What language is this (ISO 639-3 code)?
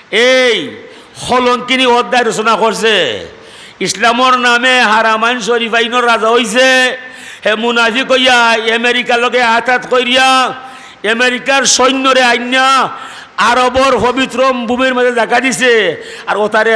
syl